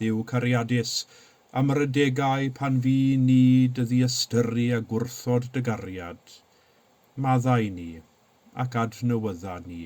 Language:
Welsh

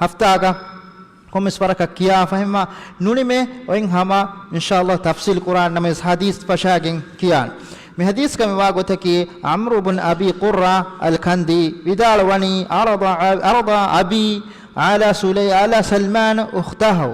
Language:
Divehi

